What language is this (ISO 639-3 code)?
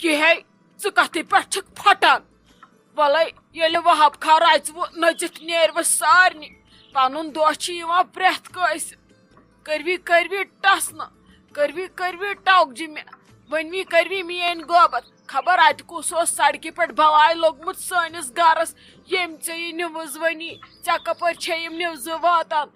kas